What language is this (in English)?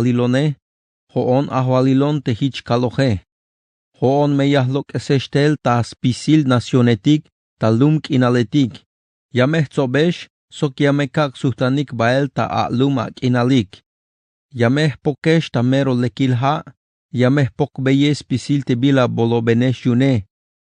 Tzeltal